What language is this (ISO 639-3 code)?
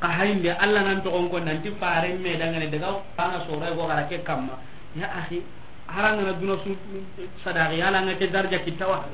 snk